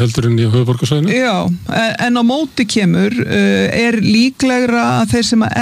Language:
Icelandic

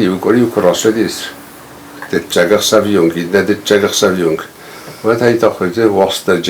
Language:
Ossetic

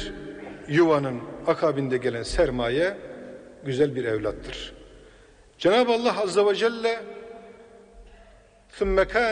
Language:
Turkish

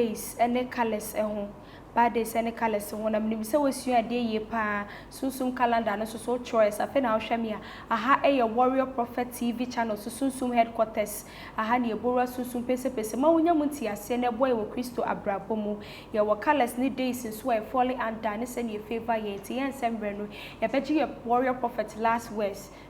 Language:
Akan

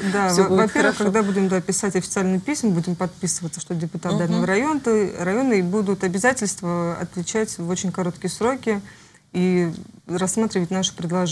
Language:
Russian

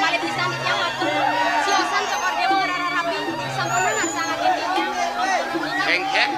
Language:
Balinese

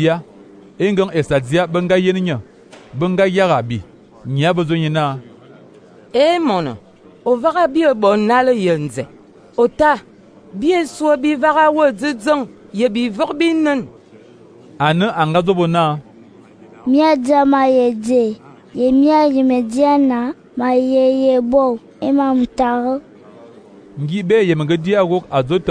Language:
Fang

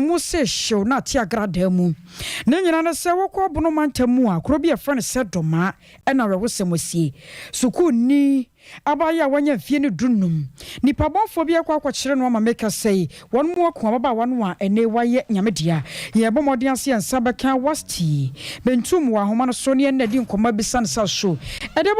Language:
Akan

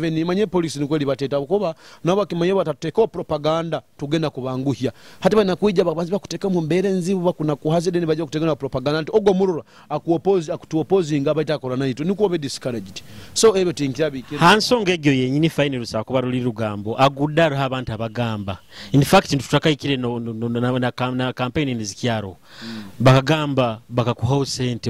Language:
Nyoro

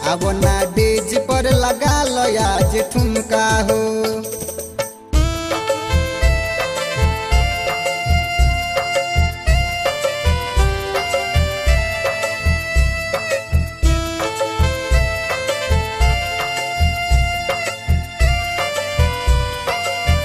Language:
Bhojpuri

